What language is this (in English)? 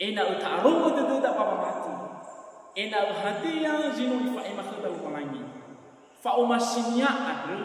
Nias